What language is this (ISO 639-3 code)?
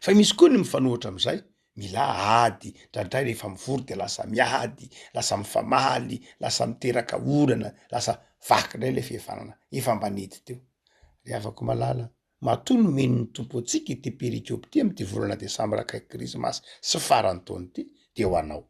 mlg